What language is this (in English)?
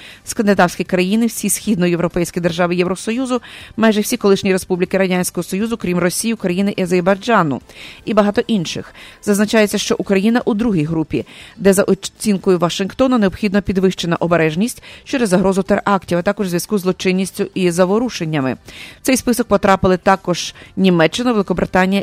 Ukrainian